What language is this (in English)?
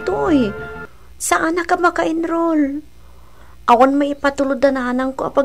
Iloko